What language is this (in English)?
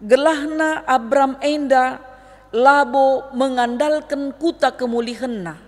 Batak Karo